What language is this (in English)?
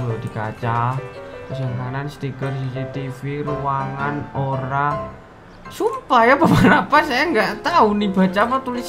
Indonesian